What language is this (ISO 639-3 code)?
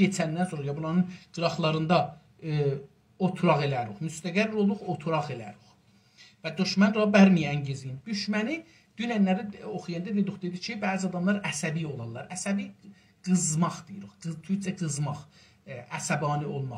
azb